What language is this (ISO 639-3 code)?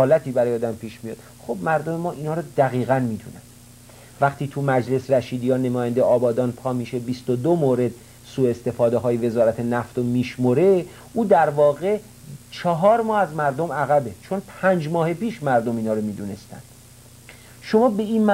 fas